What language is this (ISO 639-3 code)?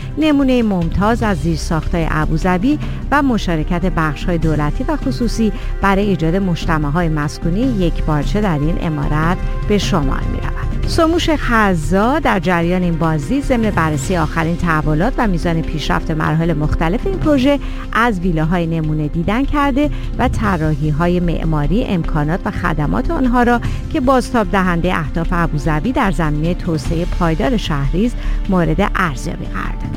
fas